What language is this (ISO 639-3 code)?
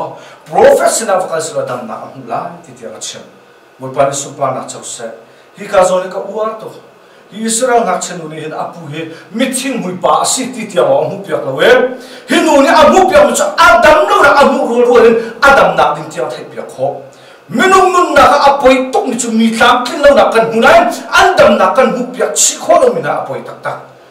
cnh